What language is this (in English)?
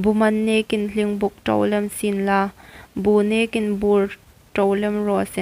Hmar